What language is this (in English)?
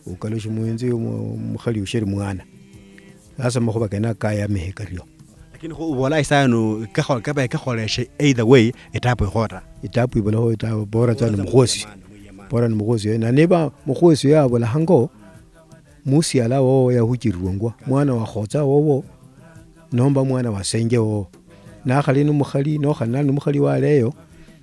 Luyia